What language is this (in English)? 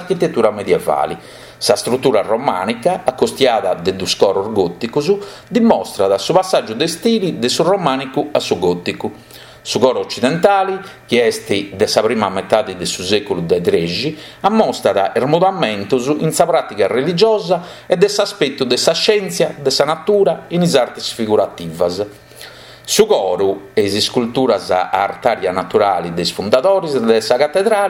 Sardinian